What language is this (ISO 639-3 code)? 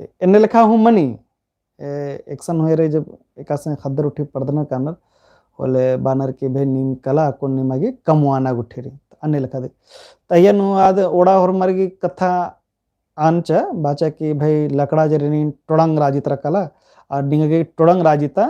kru